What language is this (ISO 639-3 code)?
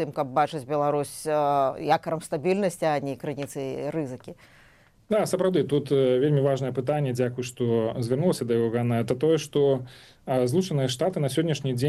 bel